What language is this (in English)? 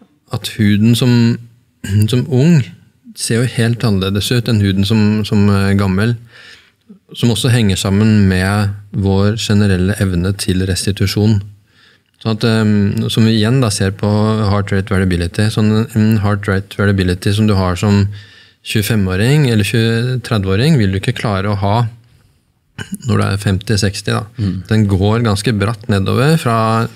Norwegian